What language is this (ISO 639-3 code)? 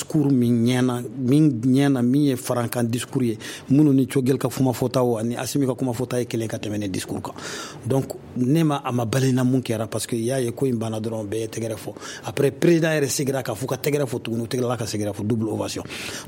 bam